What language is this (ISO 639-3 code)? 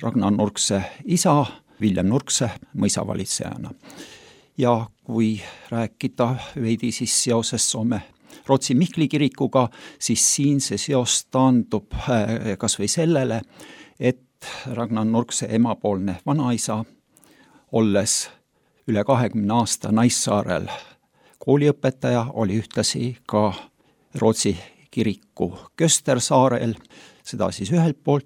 est